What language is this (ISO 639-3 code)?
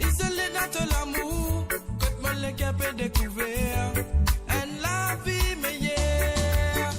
mfe